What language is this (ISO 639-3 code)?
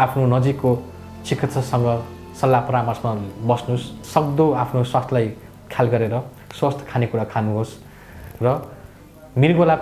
nep